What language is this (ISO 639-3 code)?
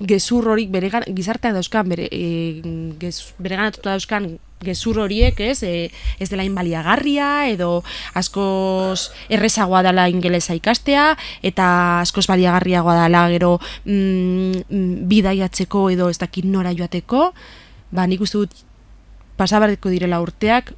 eus